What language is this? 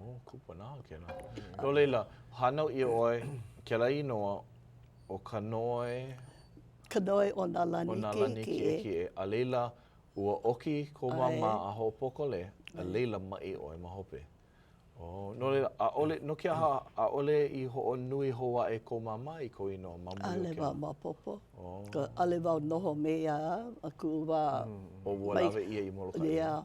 Hawaiian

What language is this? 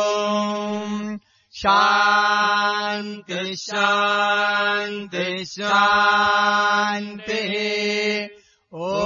Sanskrit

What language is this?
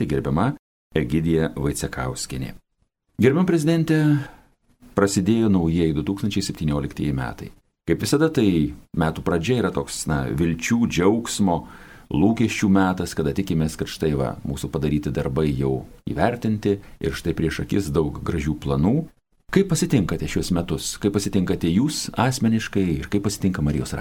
Lithuanian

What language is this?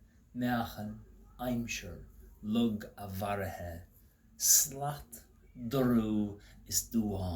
Irish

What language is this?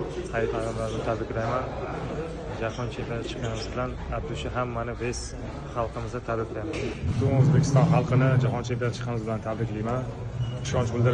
Uzbek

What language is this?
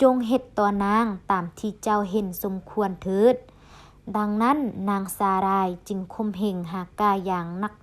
Lao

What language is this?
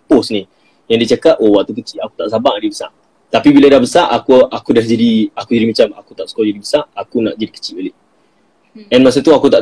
Malay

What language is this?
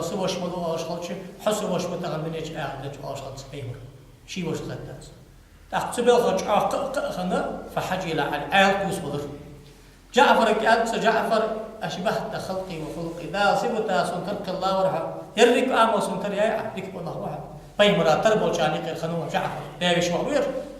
Ingush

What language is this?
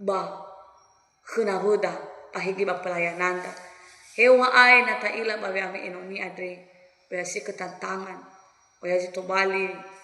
Nias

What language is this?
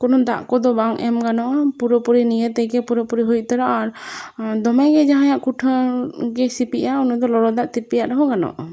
Santali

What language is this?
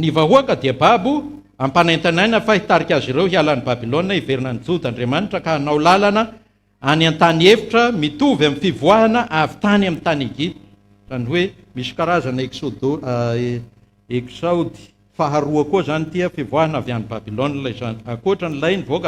Malagasy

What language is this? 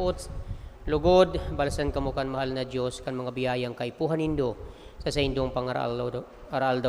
Bikol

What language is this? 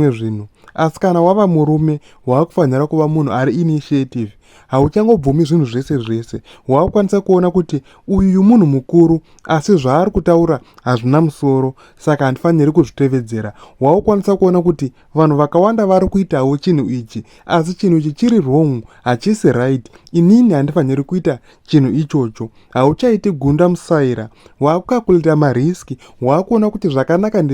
Shona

